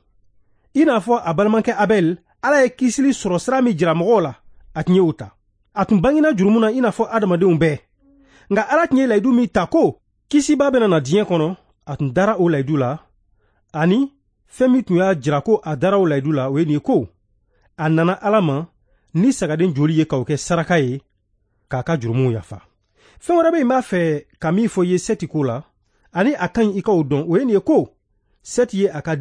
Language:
Bambara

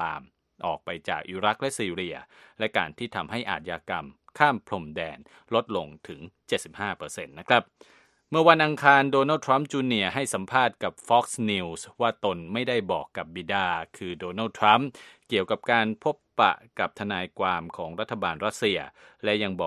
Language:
Thai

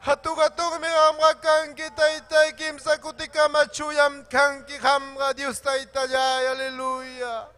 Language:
Ayacucho Quechua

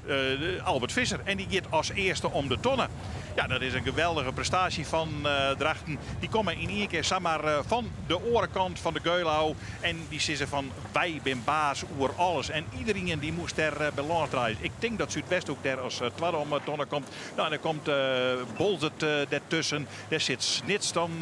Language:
Western Frisian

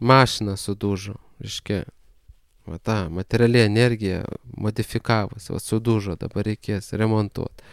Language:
Lithuanian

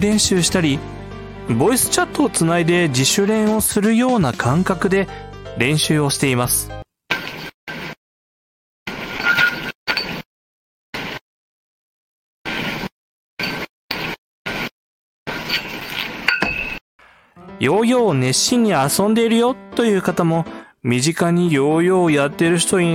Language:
Japanese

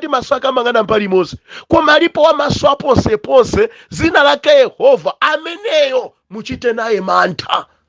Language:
Nyanja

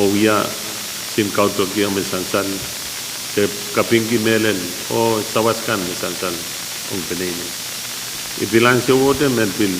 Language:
Pohnpeian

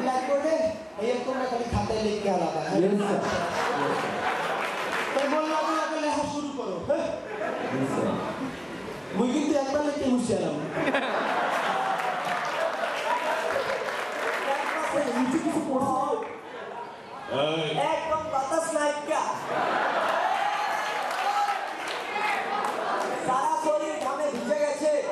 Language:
Bangla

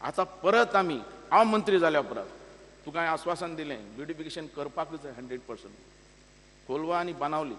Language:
Konkani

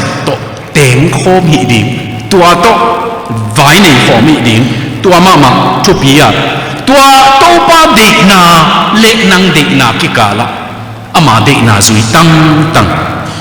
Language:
Tedim Chin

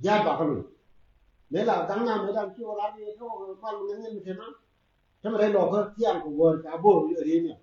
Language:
Nuer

